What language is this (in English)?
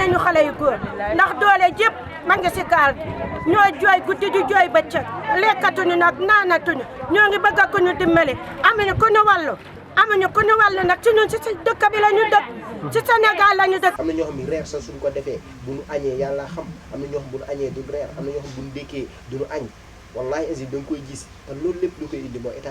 Wolof